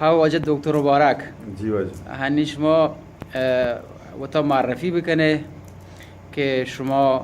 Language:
Baluchi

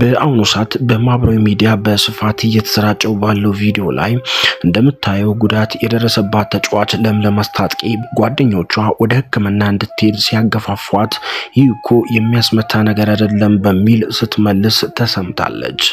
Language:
Amharic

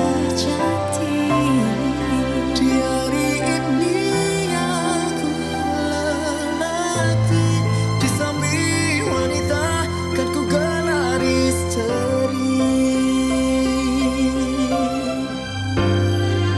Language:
Indonesian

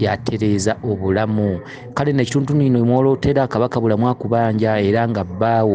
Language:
Ganda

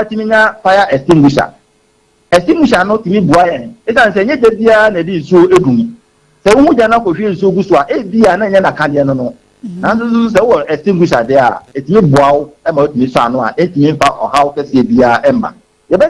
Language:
Akan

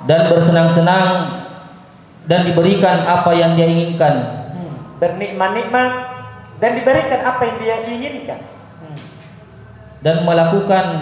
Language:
Indonesian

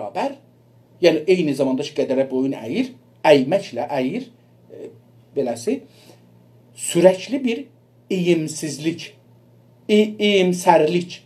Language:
South Azerbaijani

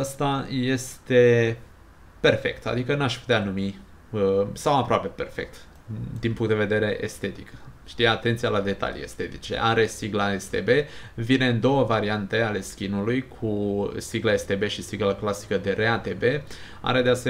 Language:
Romanian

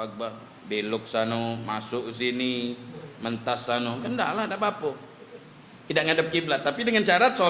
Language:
Musi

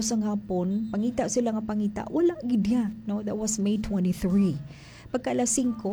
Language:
Hiligaynon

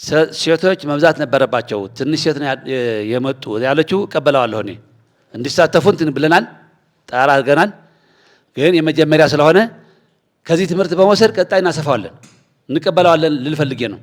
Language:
Amharic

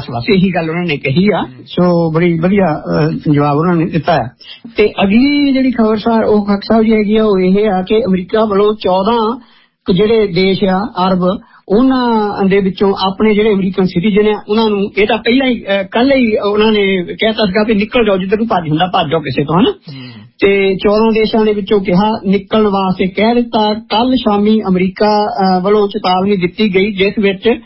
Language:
Punjabi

